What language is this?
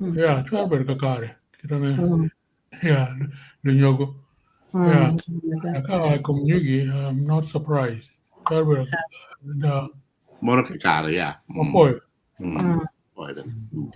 Acoli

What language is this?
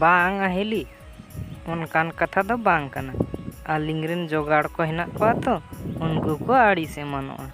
Santali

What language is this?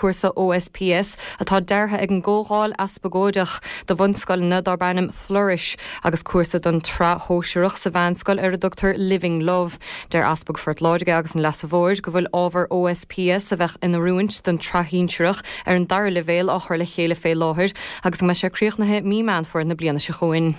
Irish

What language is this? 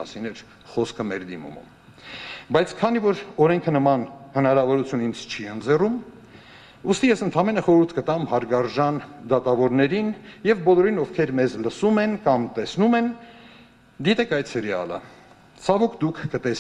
Armenian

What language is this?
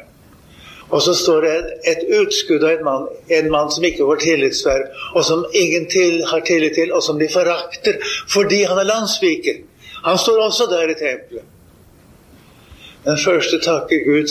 Norwegian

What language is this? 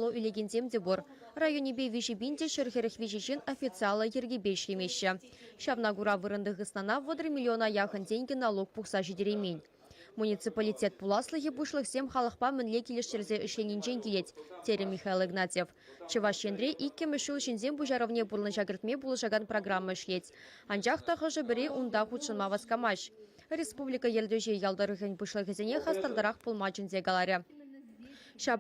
Chuvash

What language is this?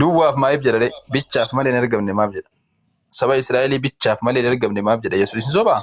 Oromo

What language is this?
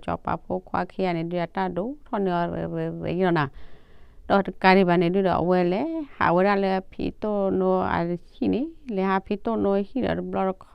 S'gaw Karen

